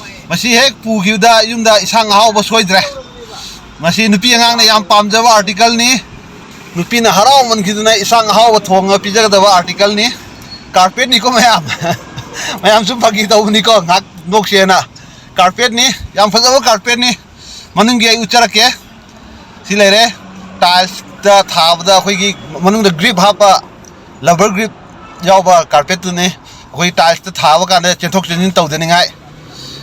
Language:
Manipuri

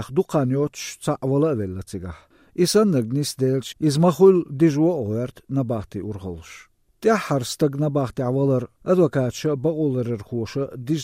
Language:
Chechen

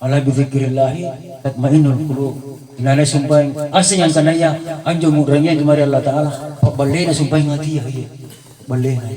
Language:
Makasar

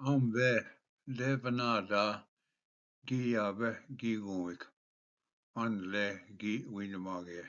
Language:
Ojibwa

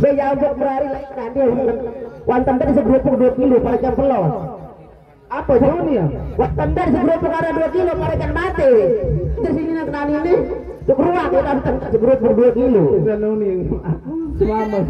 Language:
Sasak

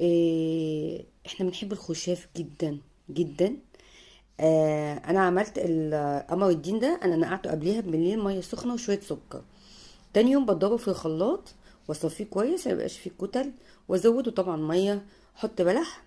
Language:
Egyptian Arabic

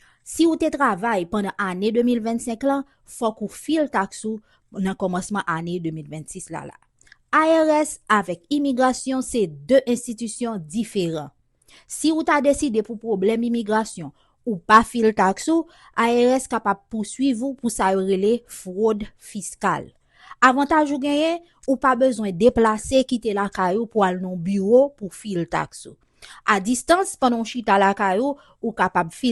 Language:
Haitian Creole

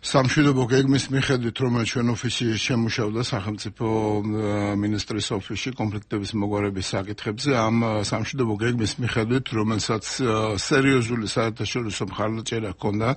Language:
Georgian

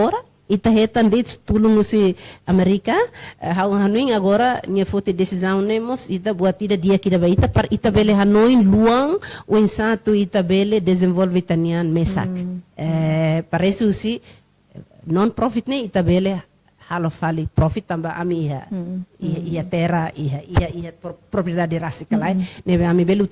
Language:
Tetum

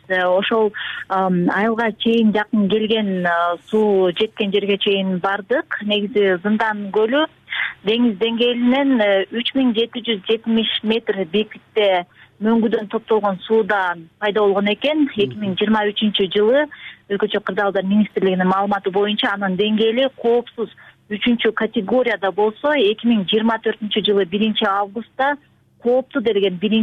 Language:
Kyrgyz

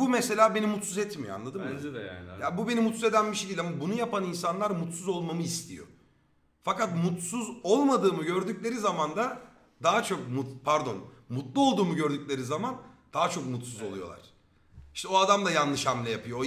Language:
Turkish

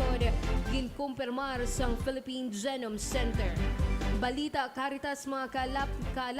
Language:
Hiligaynon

